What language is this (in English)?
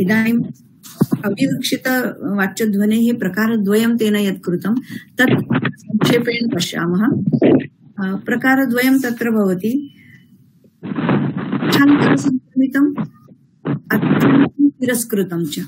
Sanskrit